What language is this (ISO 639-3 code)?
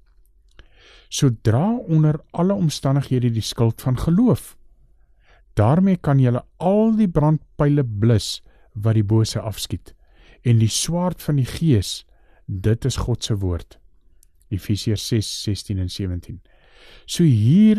afr